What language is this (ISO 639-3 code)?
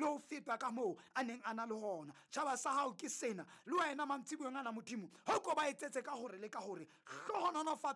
sot